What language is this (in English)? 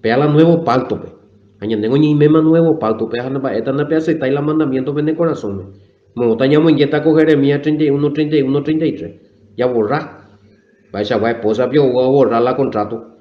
Guarani